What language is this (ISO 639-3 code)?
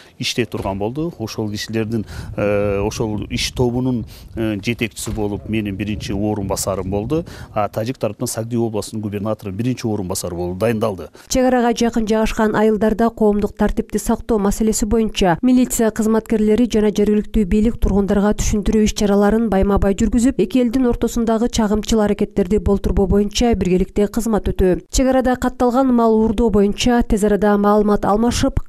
kir